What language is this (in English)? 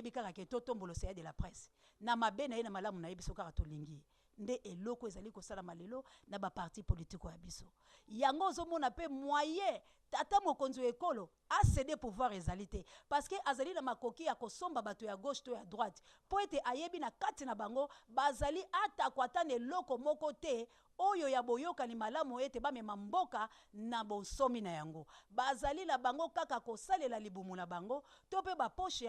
Lingala